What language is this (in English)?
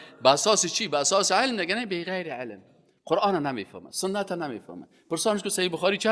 Persian